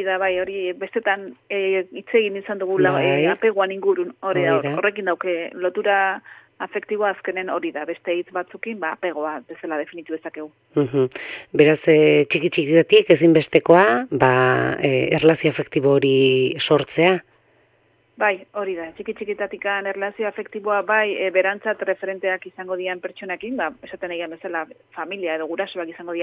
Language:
Basque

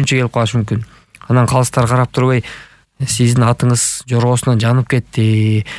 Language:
Kyrgyz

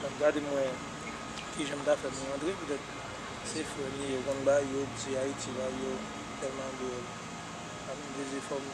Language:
Haitian Creole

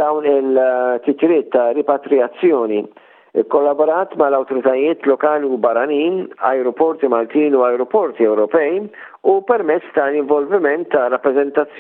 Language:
Maltese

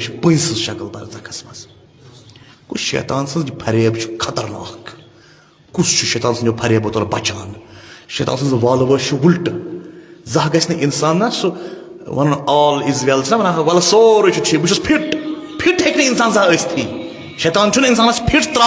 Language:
Kashmiri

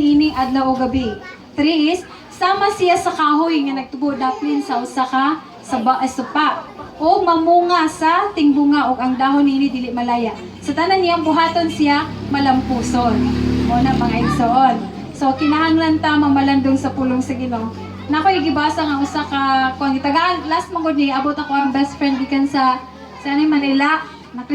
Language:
Cebuano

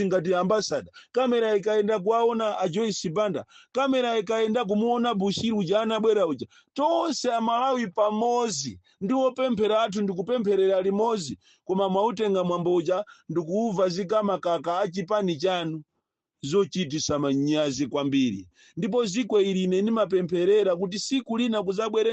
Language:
Nyanja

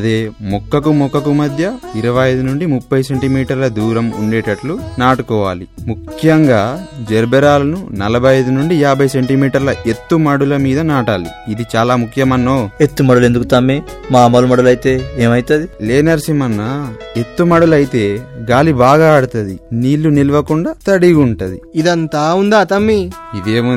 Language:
Telugu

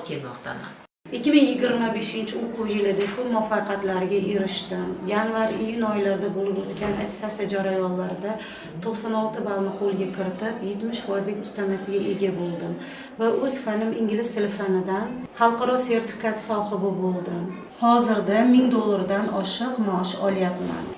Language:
Uzbek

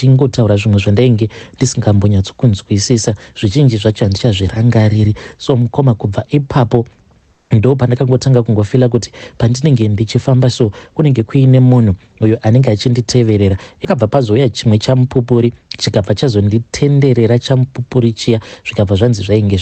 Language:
Shona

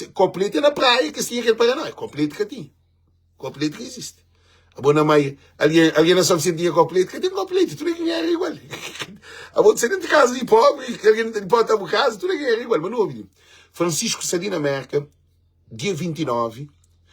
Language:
Kabuverdianu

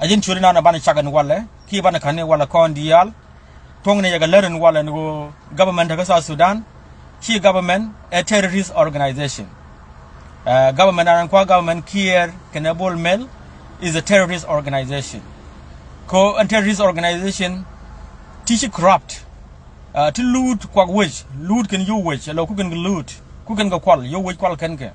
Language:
Nuer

